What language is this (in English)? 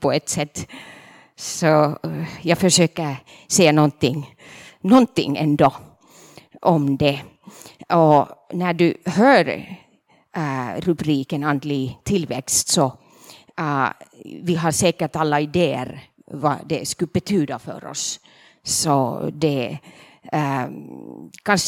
Swedish